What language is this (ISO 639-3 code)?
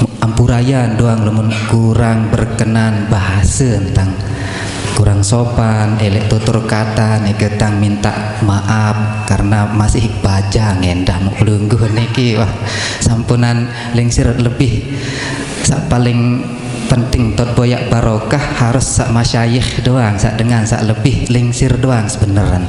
sas